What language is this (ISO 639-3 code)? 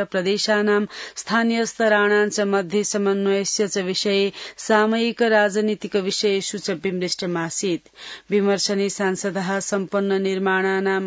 san